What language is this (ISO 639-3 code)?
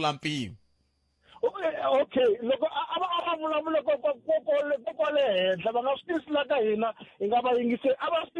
tso